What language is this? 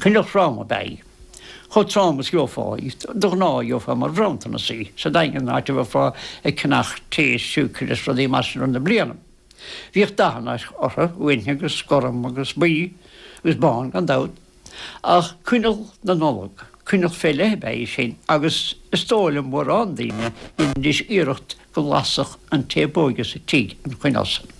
Irish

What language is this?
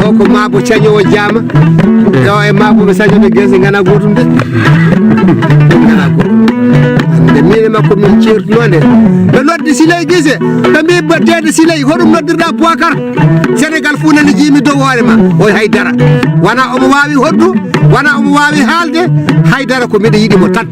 Fula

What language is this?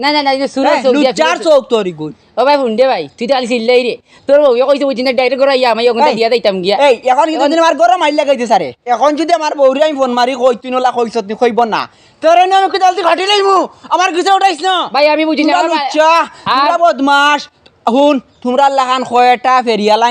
Sylheti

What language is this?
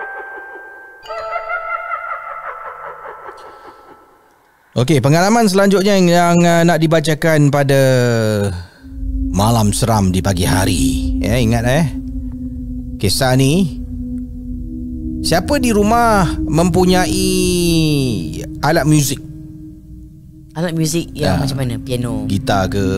Malay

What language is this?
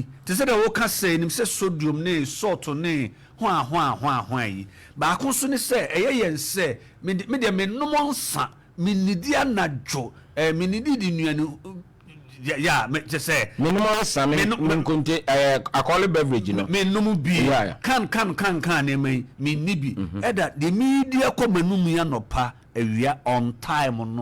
Akan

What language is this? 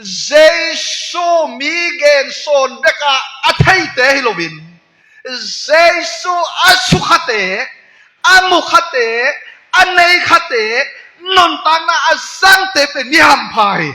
Tedim Chin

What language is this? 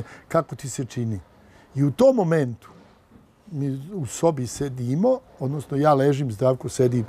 Serbian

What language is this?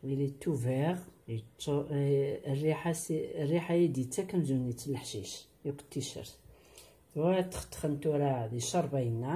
Kabyle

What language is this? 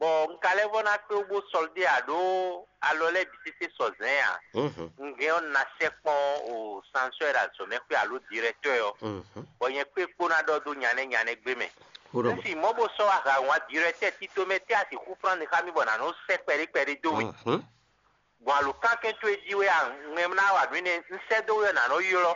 Fon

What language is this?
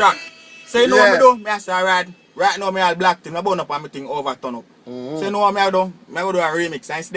Jamaican Creole English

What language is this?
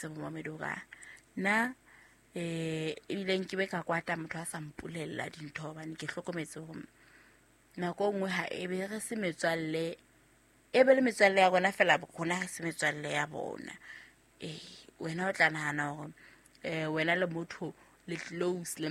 Southern Sotho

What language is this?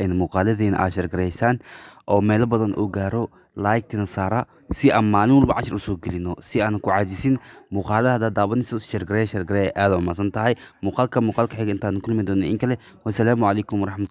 Somali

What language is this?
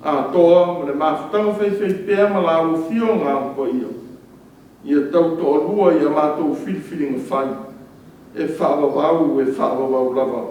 Samoan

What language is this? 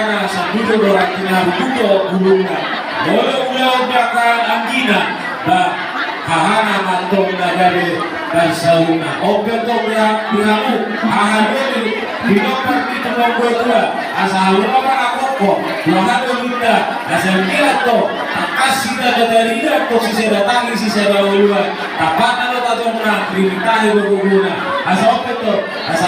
Batak Toba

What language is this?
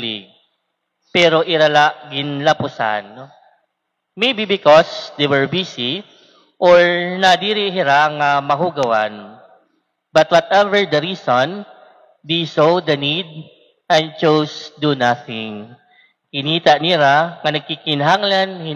Waray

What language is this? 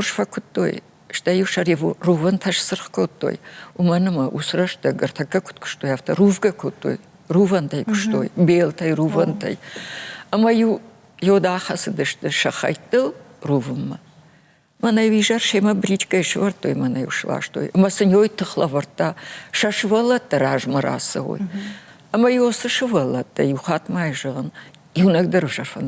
Ossetic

